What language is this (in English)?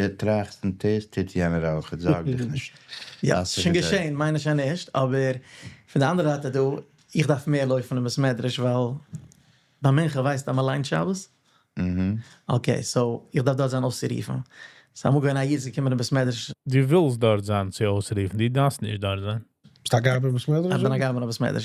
Yiddish